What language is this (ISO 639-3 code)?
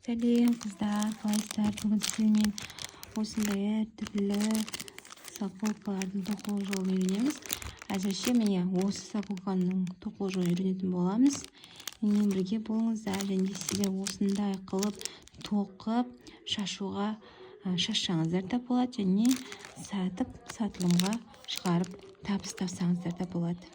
kaz